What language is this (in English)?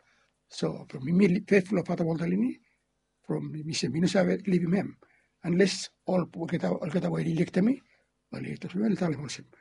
Bislama